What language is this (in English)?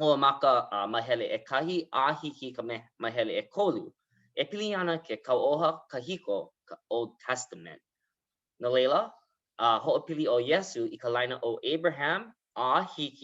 Hawaiian